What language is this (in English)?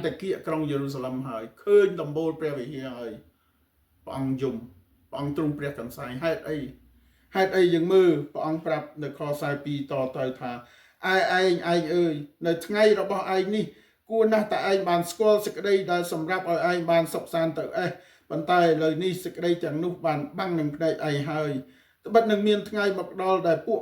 Khmer